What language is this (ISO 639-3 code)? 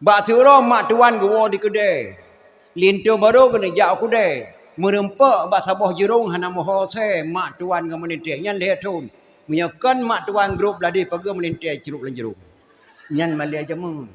ace